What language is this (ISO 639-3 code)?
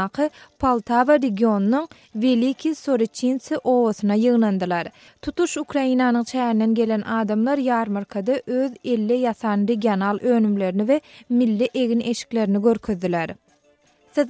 tuk